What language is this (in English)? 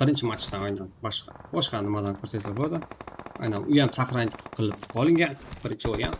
Kara-Kalpak